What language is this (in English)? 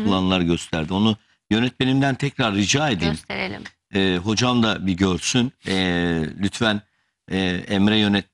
Turkish